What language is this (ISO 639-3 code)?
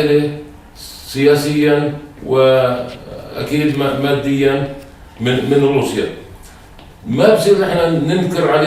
apc